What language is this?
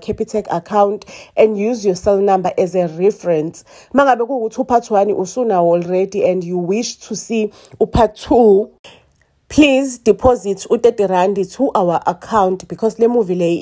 Zulu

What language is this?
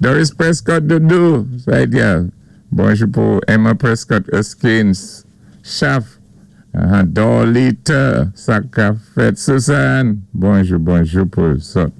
Saint Lucian Creole French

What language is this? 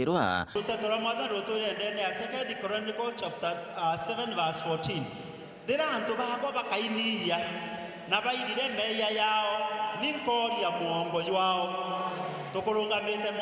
Meru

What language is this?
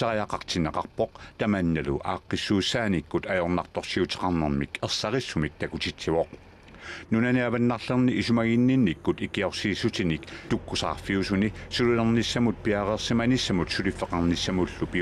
Kalaallisut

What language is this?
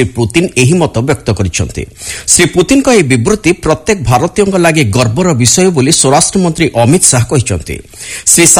Odia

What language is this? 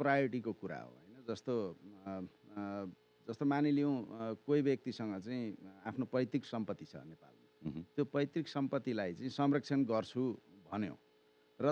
Nepali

